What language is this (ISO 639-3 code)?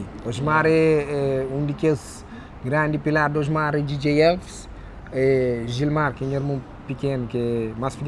kea